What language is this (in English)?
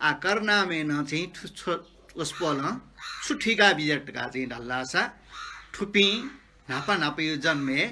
Newari